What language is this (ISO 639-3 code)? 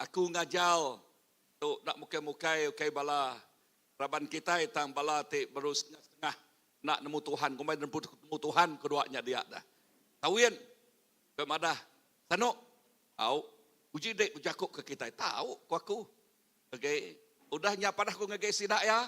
iba